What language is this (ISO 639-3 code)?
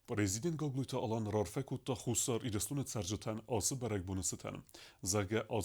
oss